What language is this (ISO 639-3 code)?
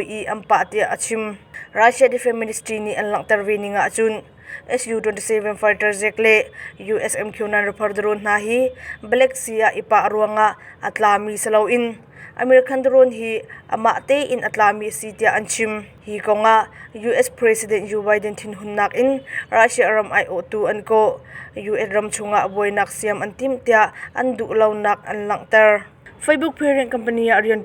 cnh